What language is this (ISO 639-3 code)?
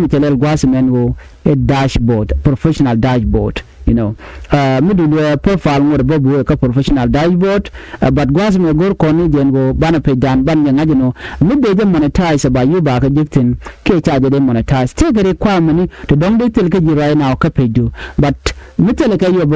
nus